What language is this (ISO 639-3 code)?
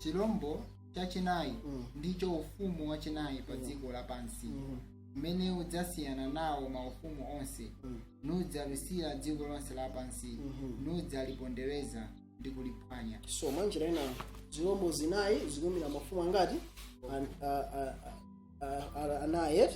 nya